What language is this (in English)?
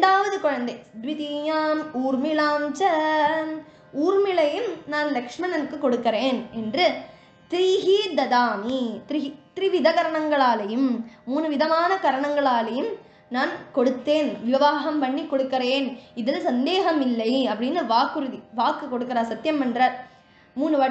Tamil